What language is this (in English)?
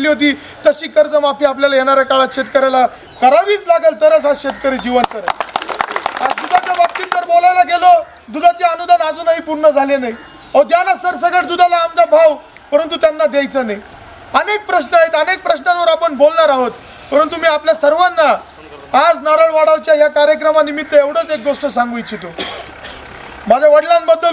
Marathi